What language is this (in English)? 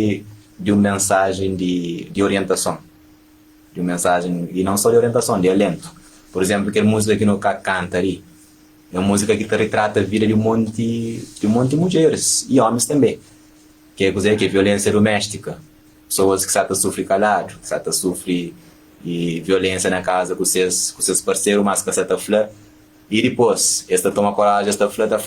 Kabuverdianu